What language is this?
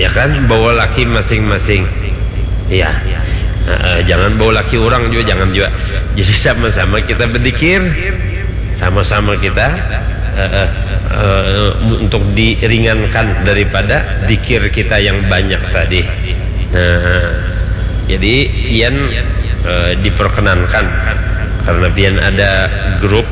Banjar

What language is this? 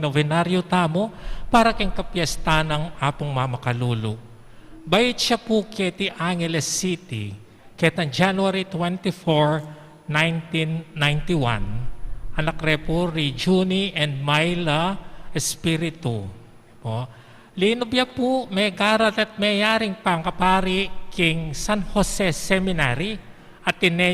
Pampanga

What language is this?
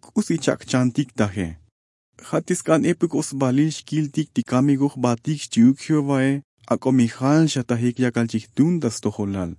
Tzotzil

